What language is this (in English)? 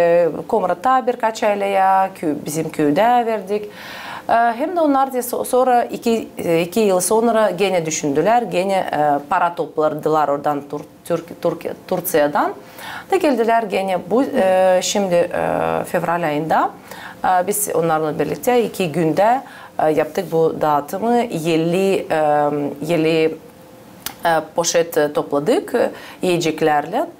Gagauz